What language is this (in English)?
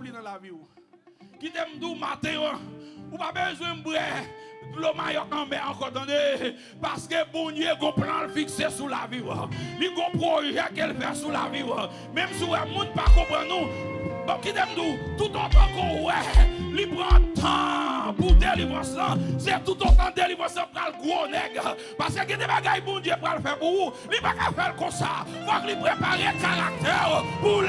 Haitian Creole